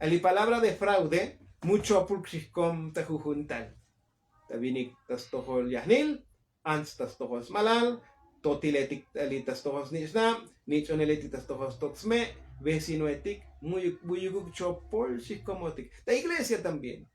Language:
Tzotzil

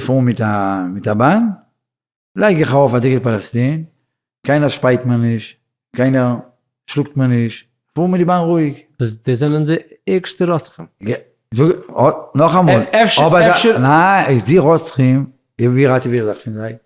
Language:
Yiddish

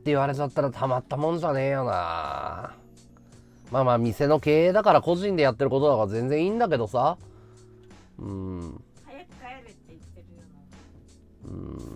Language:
Japanese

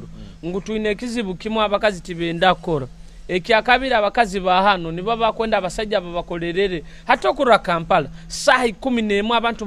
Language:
Nyoro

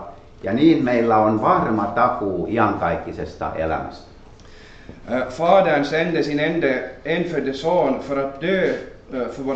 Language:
Finnish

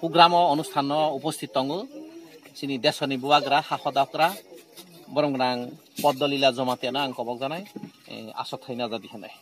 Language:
Kok Borok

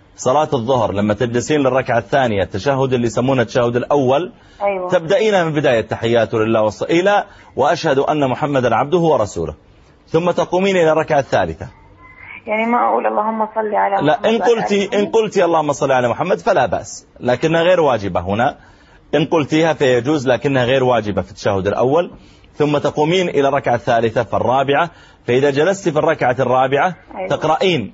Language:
Arabic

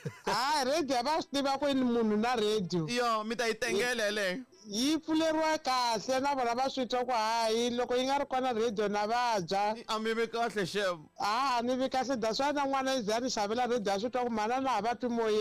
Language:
Tsonga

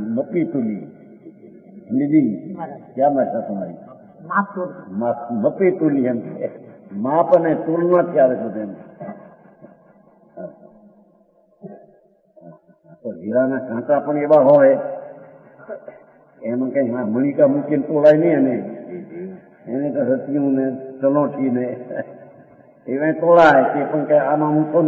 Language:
Gujarati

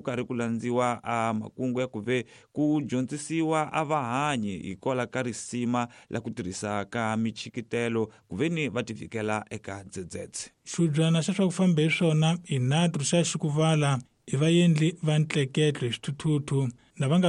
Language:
Tsonga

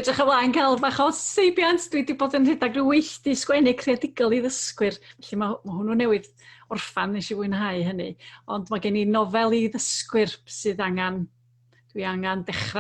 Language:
Welsh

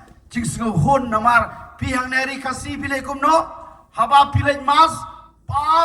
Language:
Khasi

